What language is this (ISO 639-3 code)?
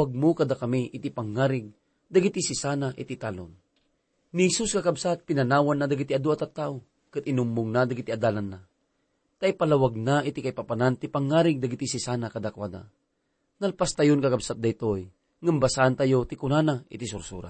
ilo